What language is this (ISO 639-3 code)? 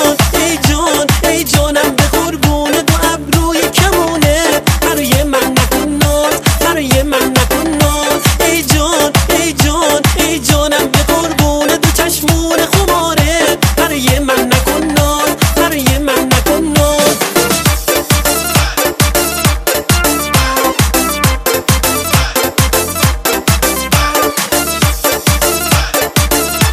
fas